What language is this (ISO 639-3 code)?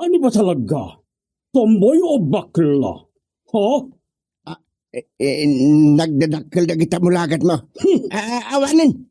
ilo